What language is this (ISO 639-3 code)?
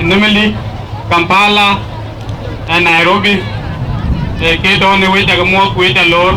din